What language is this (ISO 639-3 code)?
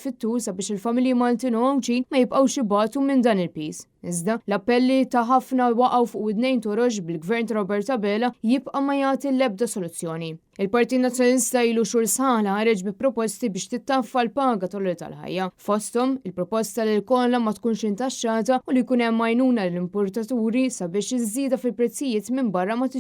mlt